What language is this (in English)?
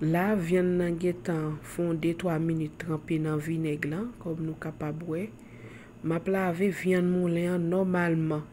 Haitian Creole